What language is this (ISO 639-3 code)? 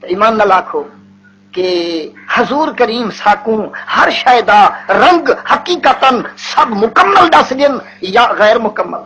skr